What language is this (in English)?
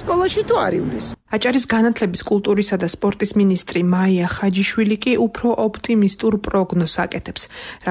Georgian